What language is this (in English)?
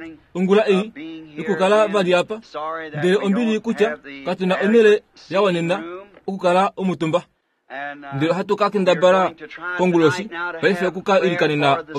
Kuanyama